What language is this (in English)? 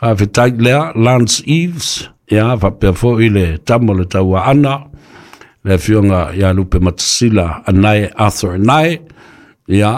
Samoan